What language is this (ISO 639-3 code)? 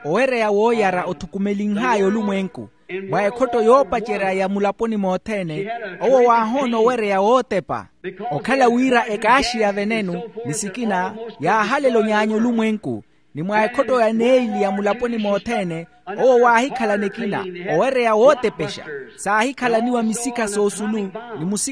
vmw